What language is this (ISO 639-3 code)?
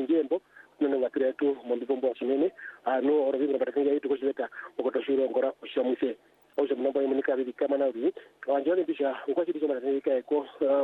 swa